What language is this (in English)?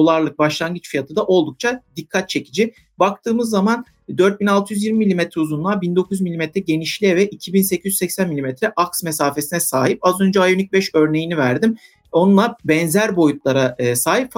Turkish